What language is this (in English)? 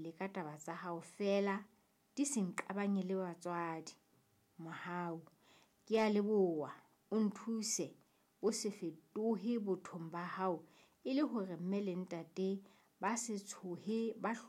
Southern Sotho